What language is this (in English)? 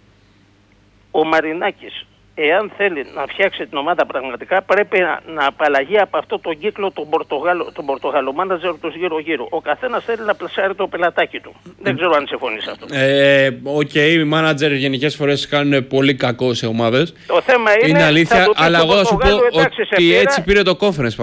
Greek